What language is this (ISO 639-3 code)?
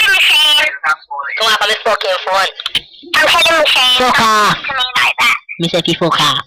jam